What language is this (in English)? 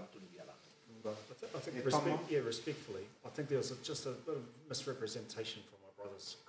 Māori